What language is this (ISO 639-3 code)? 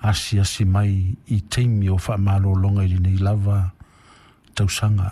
smo